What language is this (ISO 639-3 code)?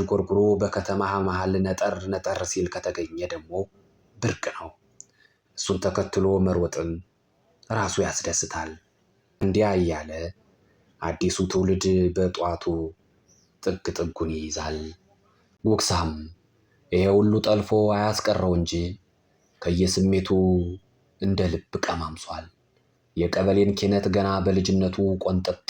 amh